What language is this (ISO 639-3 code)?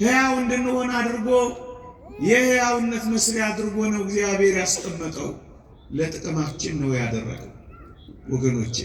amh